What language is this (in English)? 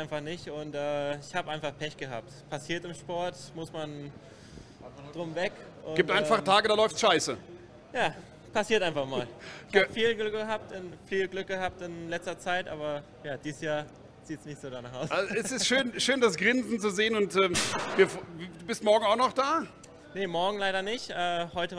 German